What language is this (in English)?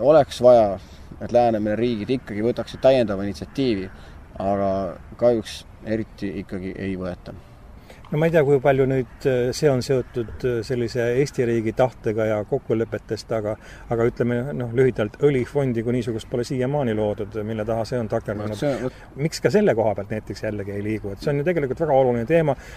Estonian